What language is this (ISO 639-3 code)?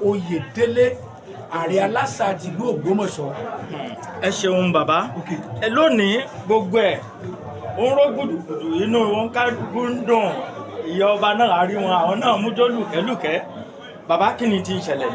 yor